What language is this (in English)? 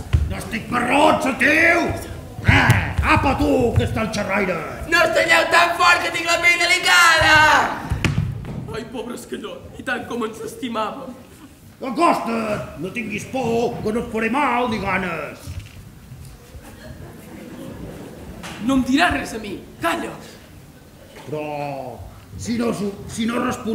Catalan